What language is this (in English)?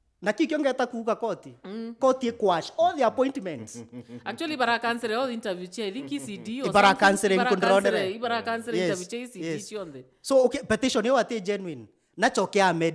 Meru